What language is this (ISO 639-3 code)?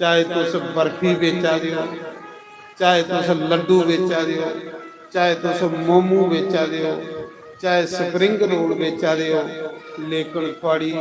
doi